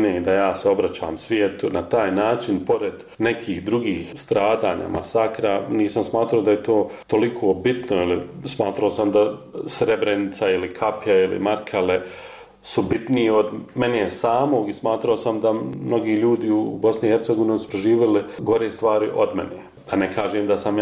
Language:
Bosnian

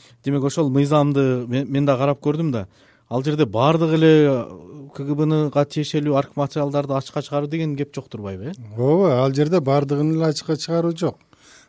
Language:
Kyrgyz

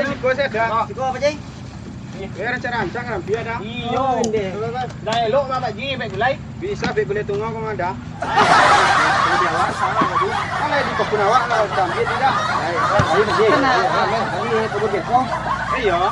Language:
Minangkabau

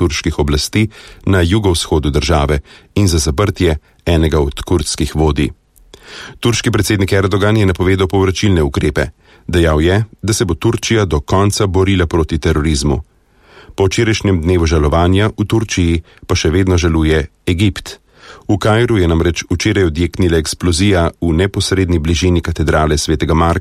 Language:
Slovenian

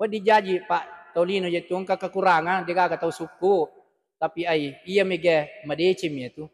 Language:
Buginese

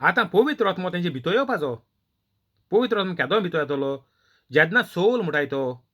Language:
Konkani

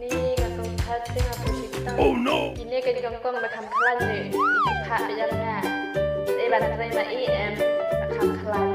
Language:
Khasi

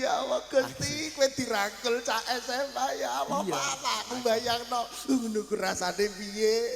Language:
Javanese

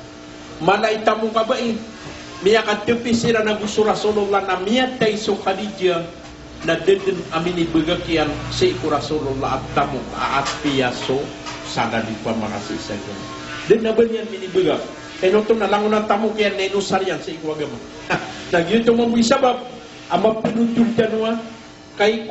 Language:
Maranao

